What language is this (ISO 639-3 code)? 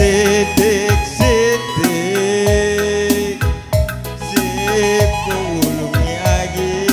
btx